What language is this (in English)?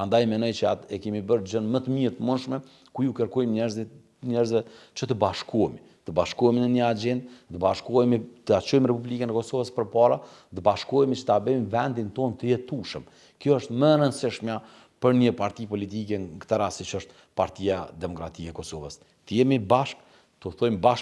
Albanian